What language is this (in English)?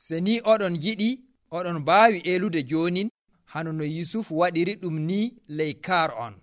Nigerian Fulfulde